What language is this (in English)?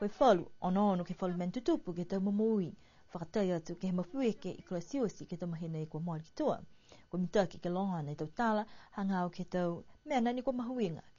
Niuean